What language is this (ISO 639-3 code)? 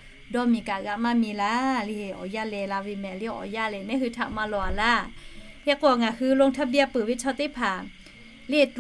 lhu